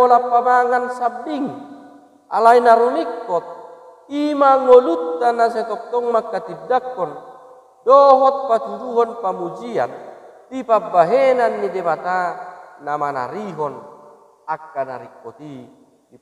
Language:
Batak Toba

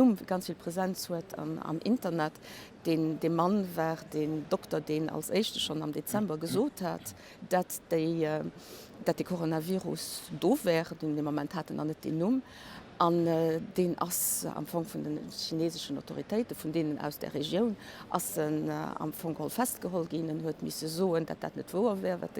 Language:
Luxembourgish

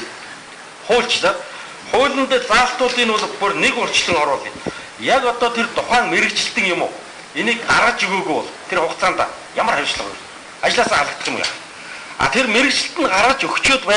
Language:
Mongolian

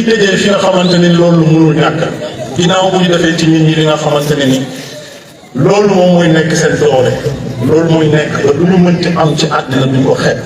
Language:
Wolof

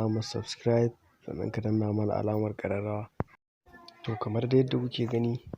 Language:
Hausa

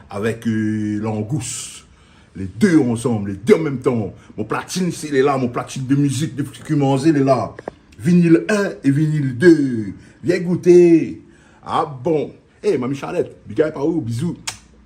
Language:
Réunion Creole French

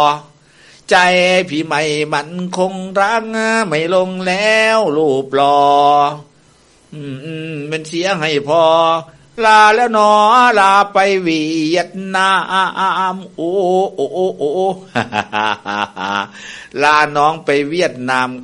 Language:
Thai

